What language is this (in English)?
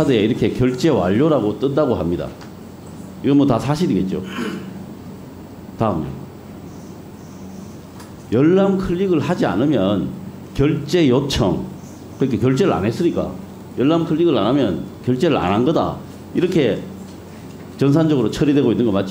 Korean